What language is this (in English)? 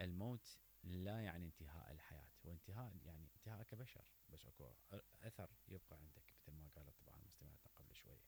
Mesopotamian Arabic